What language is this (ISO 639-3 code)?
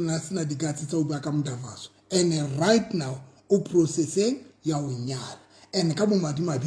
sot